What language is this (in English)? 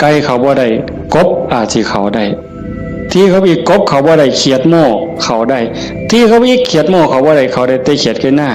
Northeastern Thai